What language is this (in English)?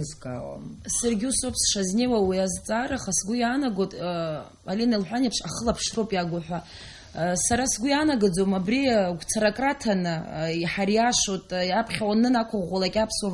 Abkhazian